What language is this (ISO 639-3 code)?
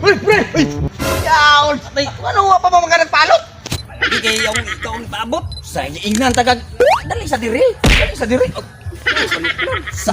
ceb